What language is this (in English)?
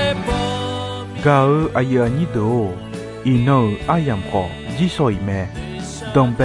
Akha